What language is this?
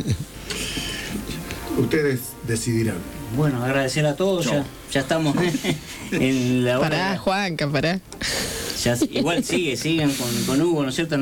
Spanish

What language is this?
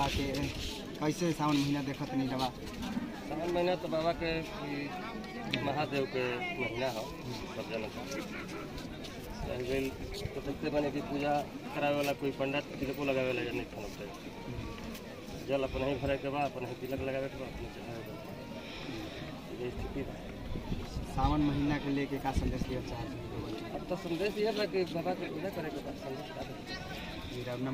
Bhojpuri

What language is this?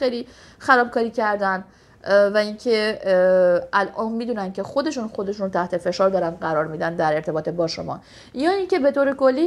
Persian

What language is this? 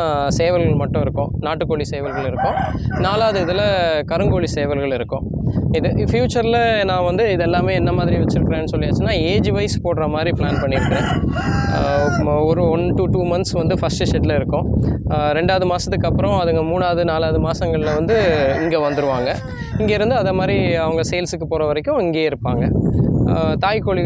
Tamil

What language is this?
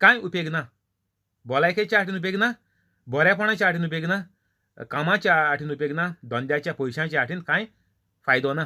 Konkani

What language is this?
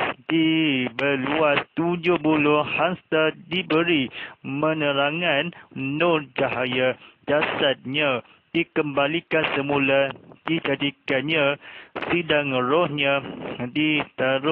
Malay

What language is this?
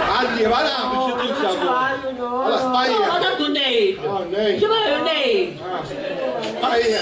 Sicilian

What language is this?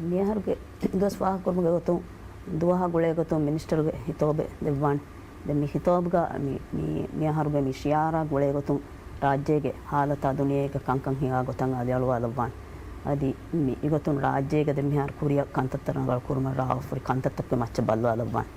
Divehi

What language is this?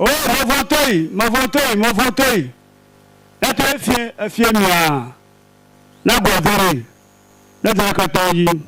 Ewe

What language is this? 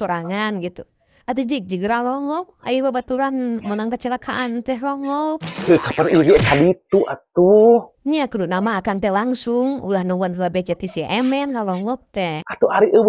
Sundanese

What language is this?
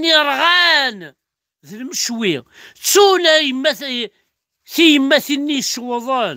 Kabyle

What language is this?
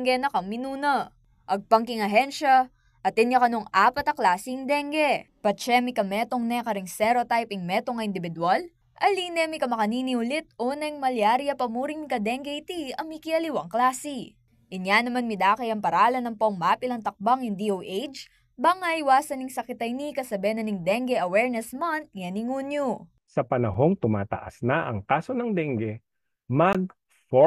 Pampanga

